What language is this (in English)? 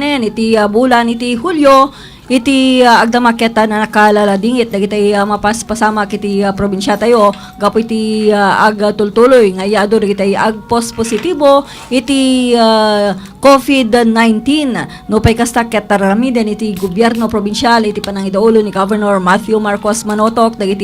Iloko